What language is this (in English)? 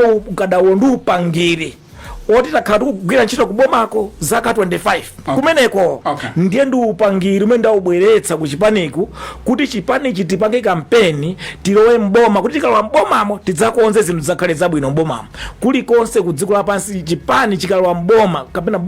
Nyanja